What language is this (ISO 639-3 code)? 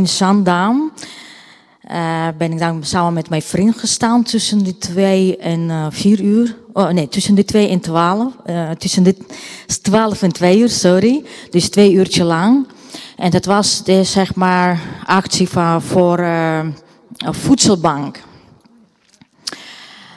nld